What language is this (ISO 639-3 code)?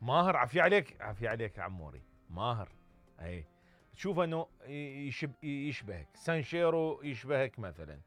acm